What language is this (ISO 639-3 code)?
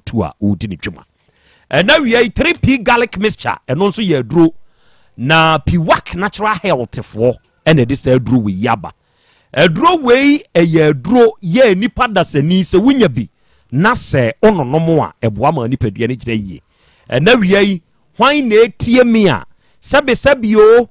aka